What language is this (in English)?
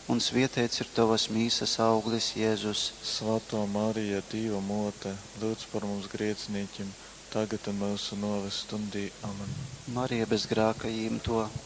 Latgalian